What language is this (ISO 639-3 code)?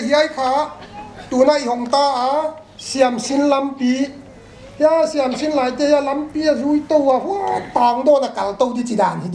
pck